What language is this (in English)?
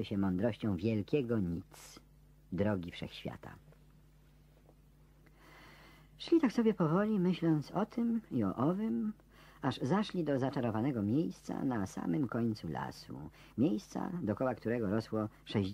Polish